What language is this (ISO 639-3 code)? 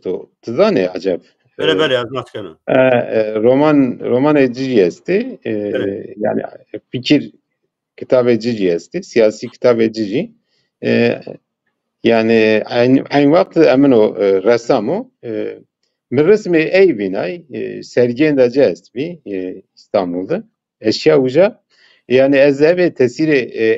zza